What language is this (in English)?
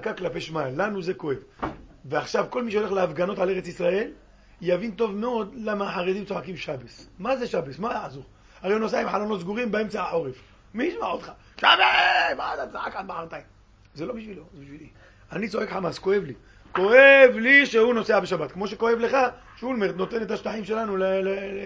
Hebrew